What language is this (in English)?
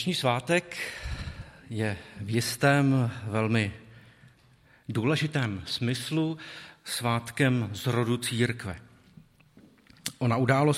Czech